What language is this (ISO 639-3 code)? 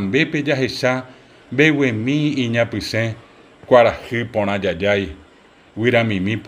grn